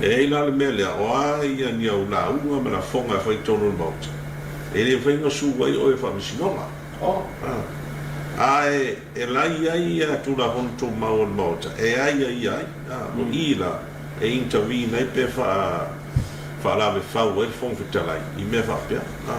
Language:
Samoan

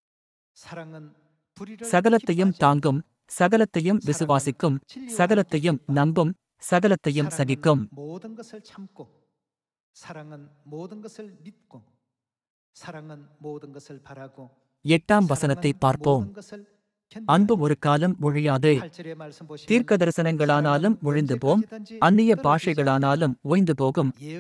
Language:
Tamil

